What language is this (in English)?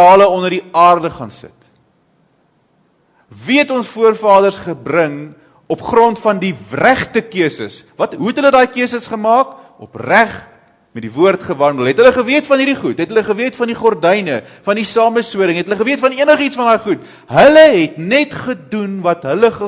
Afrikaans